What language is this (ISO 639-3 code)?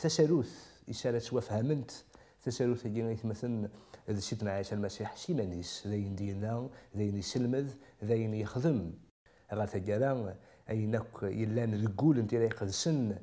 kab